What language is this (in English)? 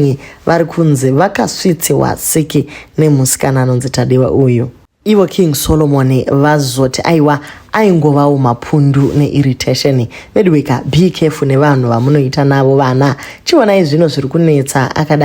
Shona